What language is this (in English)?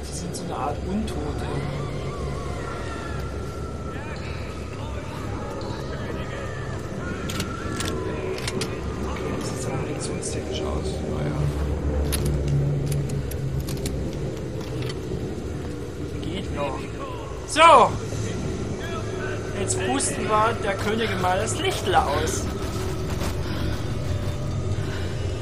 German